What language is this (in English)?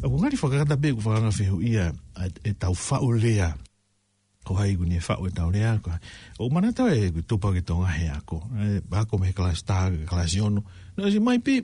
Tongan